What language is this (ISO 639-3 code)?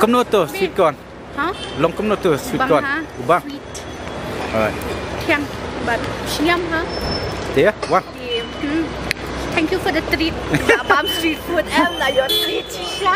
kha